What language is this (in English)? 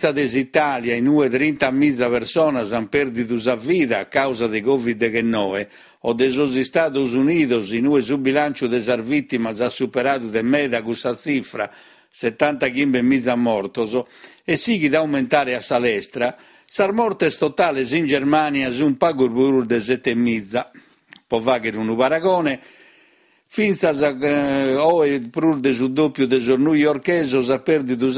Sardinian